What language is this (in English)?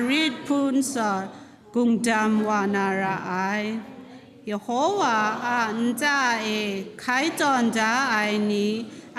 Kachin